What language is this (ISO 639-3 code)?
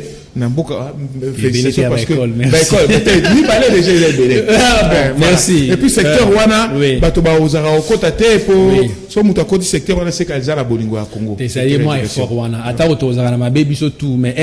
lin